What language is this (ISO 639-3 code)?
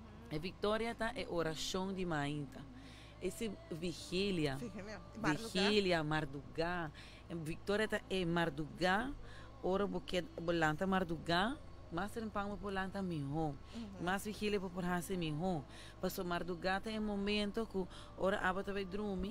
pap